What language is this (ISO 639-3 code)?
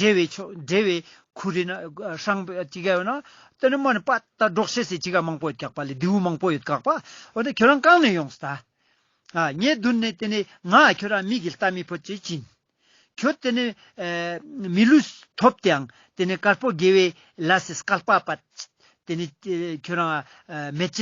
lbj